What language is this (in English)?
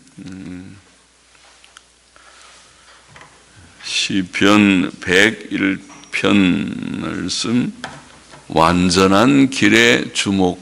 Korean